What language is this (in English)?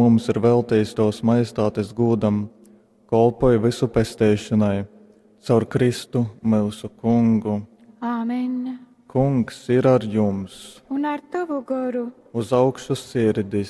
Latgalian